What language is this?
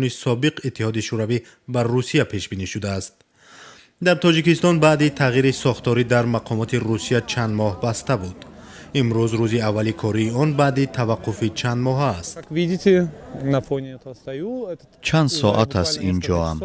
Tajik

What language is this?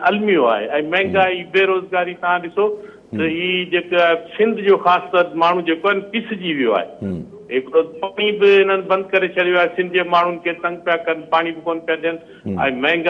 Sindhi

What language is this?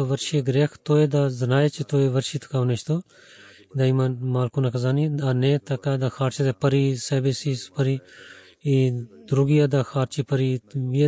Bulgarian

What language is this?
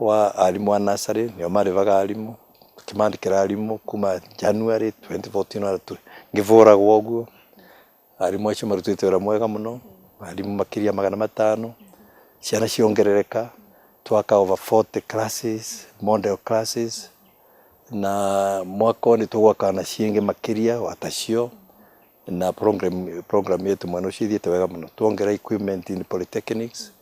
Meru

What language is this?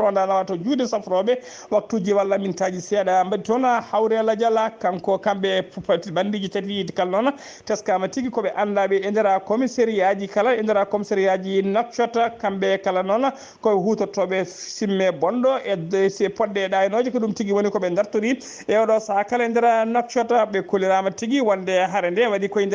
Fula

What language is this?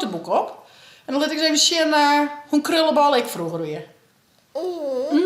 Western Frisian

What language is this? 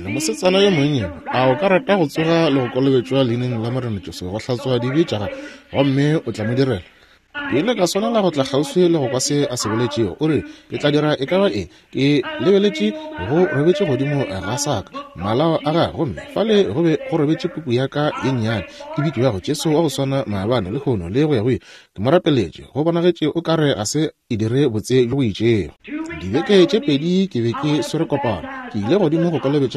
Northern Sotho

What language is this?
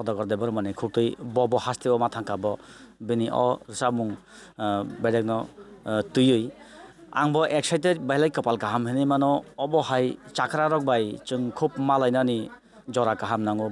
Kok Borok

